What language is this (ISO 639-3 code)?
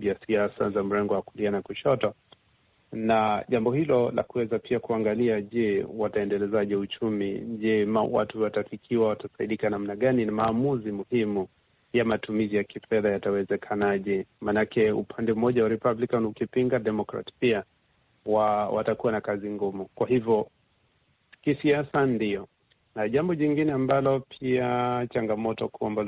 swa